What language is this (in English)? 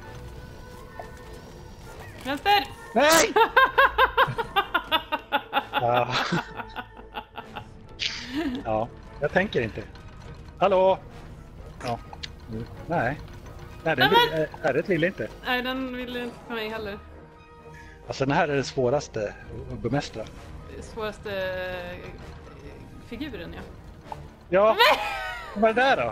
Swedish